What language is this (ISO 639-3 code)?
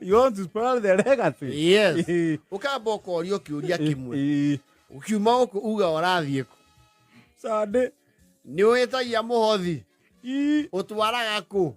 kik